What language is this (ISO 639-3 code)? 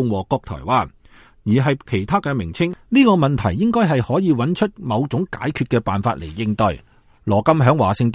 yue